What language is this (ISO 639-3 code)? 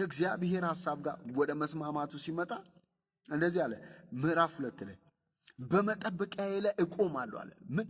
amh